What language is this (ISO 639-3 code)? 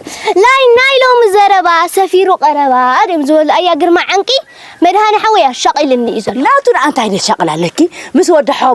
tir